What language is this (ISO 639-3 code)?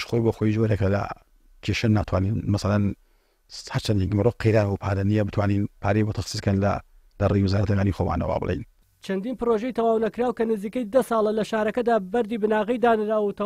ckb